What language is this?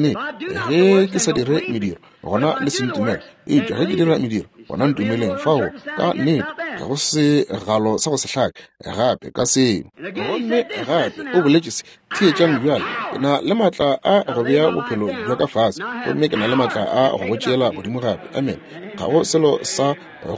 Northern Sotho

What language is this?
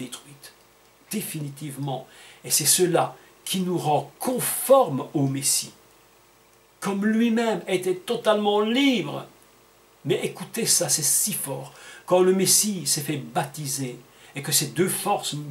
French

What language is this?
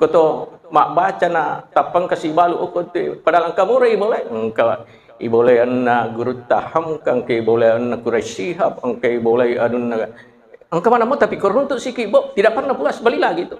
Buginese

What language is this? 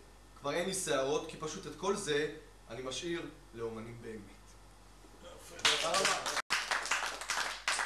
Hebrew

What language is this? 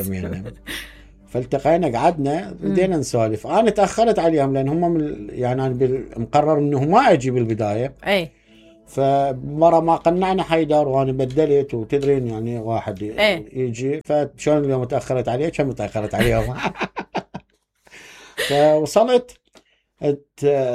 Mesopotamian Arabic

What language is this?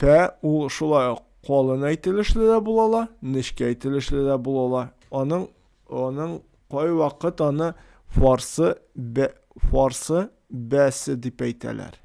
Tatar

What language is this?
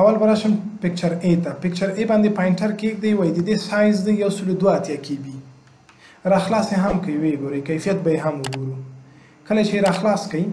Pashto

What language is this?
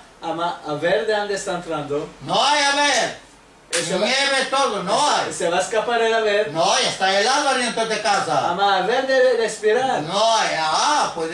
Ladino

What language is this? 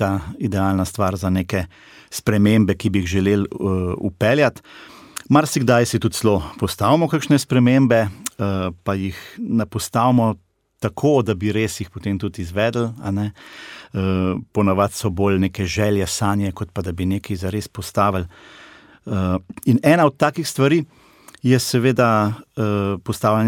Slovenian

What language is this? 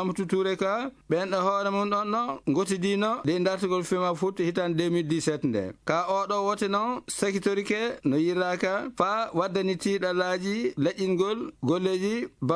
Maasina Fulfulde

